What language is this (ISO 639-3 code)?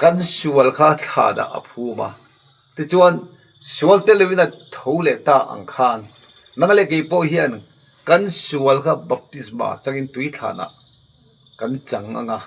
lus